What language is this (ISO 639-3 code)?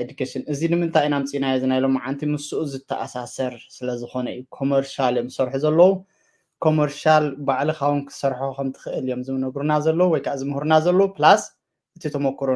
tir